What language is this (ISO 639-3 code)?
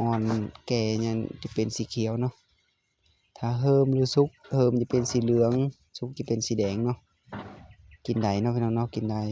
lao